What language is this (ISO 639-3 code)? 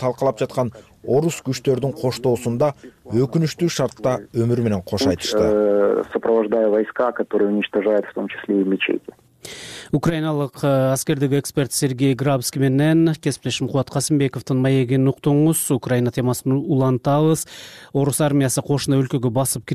kir